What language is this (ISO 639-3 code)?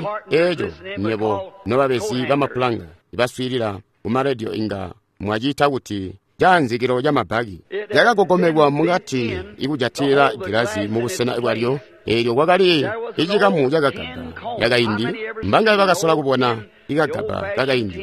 toi